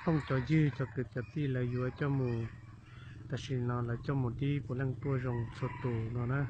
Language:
Hmong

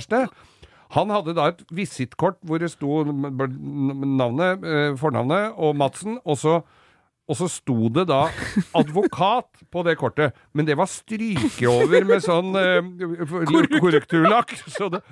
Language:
Norwegian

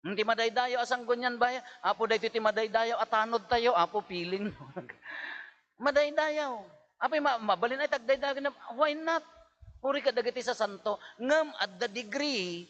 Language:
Iloko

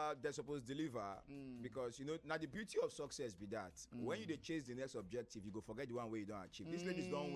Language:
Nigerian Pidgin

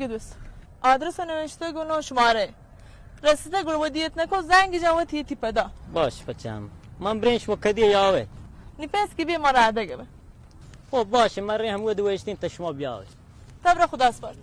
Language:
Baluchi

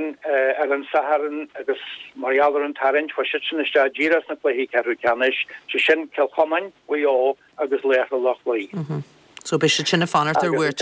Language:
Irish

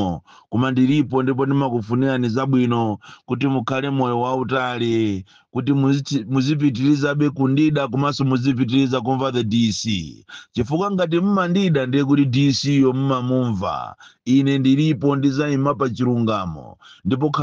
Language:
Nyanja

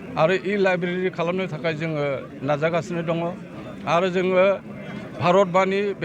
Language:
Bodo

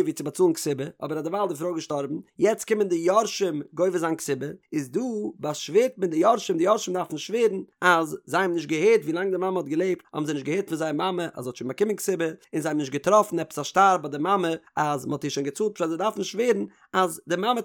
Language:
Yiddish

